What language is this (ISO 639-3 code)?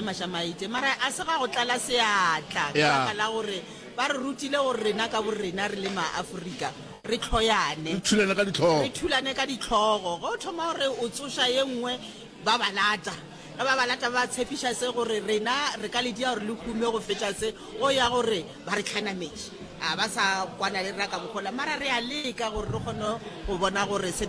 nso